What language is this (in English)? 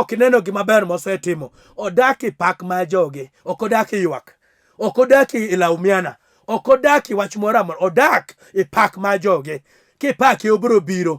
Luo (Kenya and Tanzania)